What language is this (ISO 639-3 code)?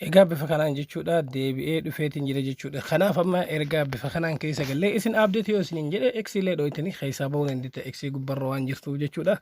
orm